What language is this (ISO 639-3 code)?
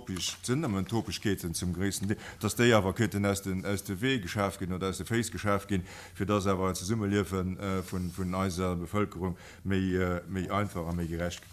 ltz